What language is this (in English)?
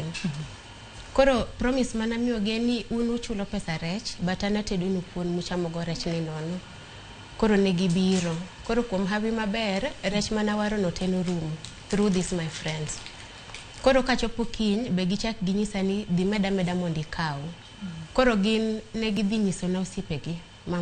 Luo (Kenya and Tanzania)